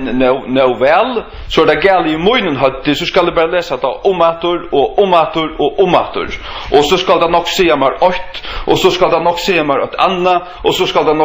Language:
Faroese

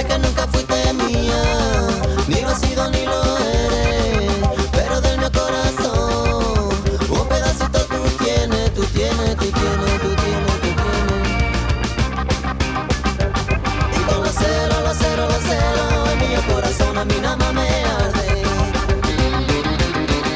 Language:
Spanish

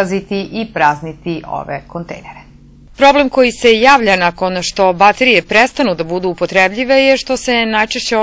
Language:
Serbian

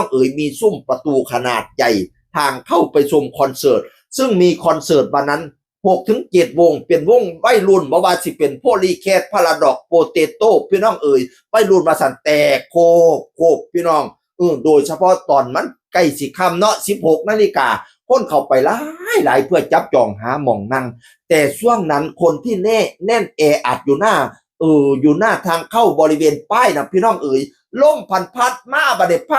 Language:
Northeastern Thai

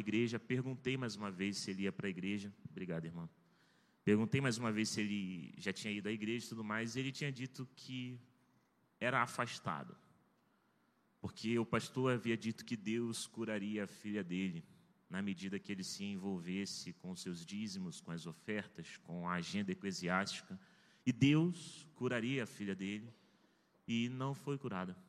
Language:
Portuguese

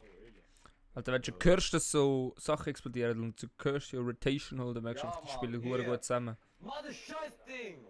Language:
Swiss German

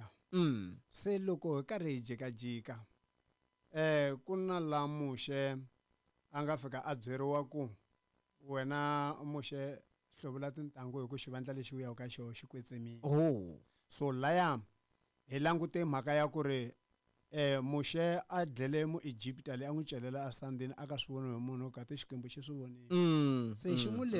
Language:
Tsonga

